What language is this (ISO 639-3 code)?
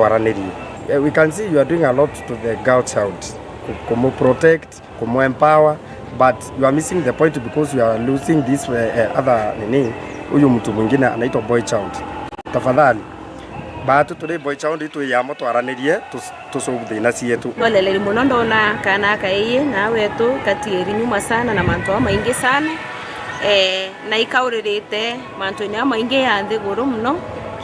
mer